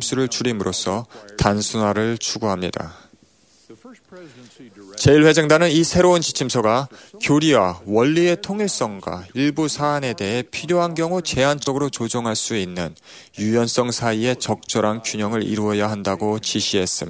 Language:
Korean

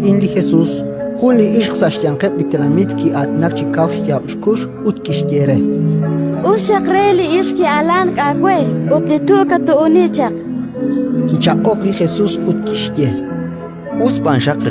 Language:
Kekchí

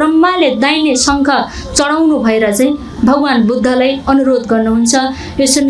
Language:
Nepali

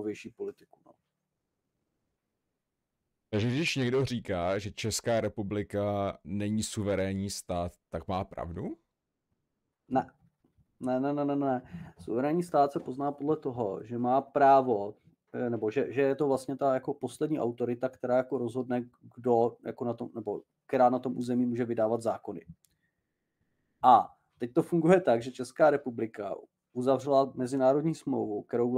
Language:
Czech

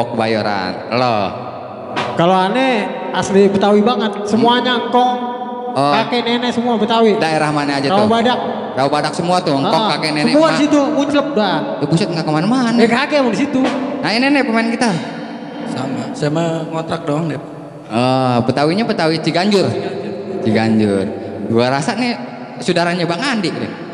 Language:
Betawi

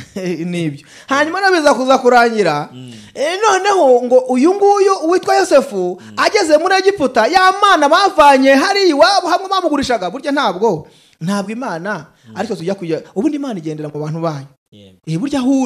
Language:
Kinyarwanda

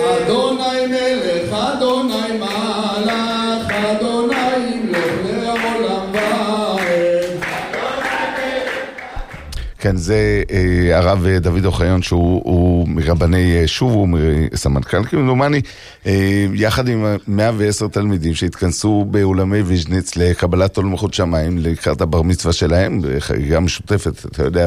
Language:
Hebrew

